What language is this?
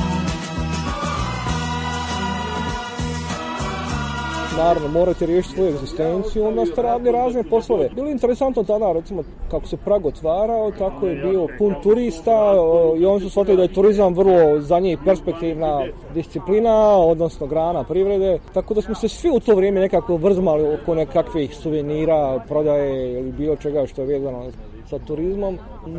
Bosnian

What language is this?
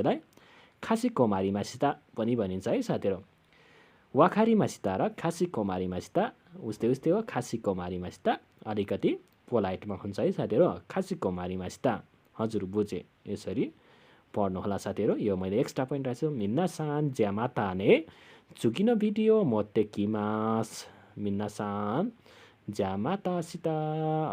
Nepali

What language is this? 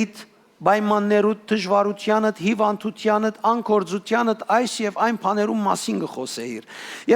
Western Armenian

